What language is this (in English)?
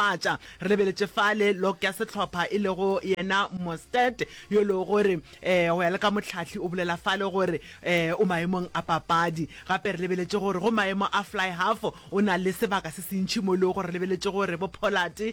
Northern Sotho